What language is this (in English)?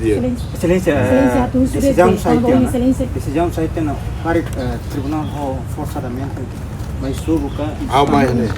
Tetum